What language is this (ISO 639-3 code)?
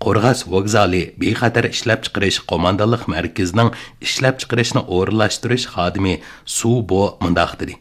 uig